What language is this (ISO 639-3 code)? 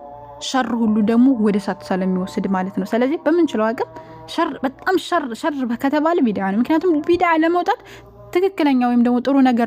amh